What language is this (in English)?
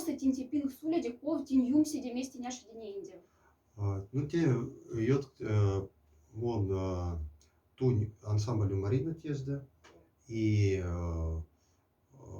Moksha